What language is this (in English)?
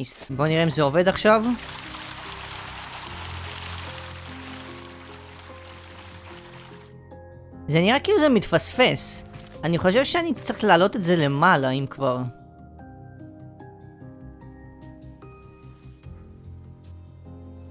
Hebrew